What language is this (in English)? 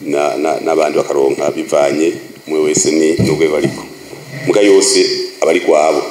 Rundi